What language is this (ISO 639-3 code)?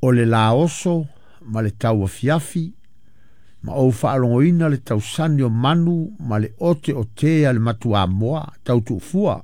smo